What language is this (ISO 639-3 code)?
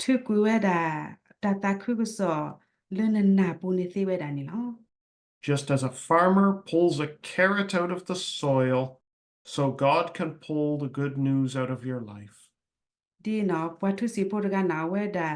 ksw